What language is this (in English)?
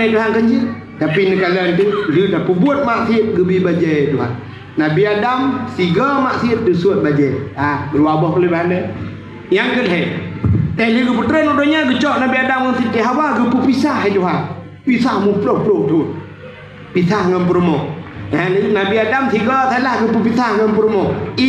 Achinese